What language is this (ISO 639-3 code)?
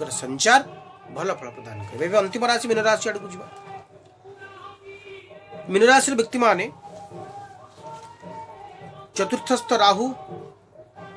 ori